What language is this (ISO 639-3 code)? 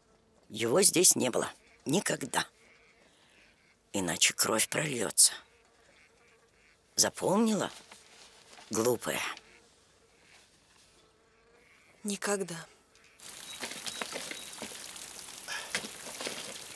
rus